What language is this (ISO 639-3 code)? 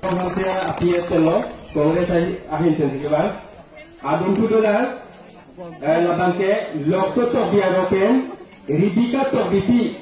mjw